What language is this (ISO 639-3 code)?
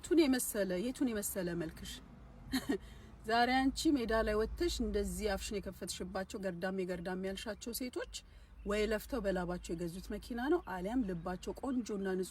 amh